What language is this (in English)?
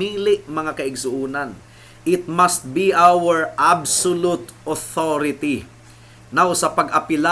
Cebuano